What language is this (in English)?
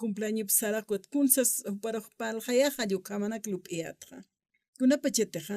Aymara